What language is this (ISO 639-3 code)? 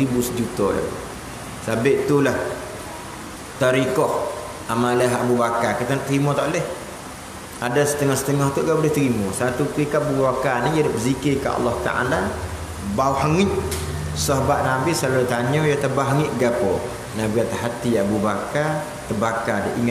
msa